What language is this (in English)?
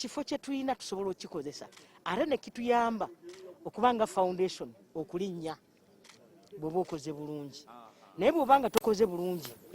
Ganda